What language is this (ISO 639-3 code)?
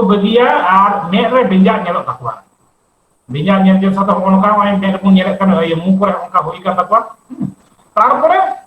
sat